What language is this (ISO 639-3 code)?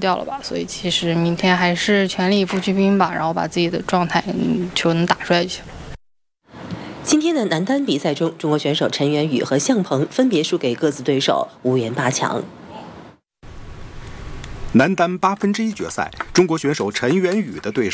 zho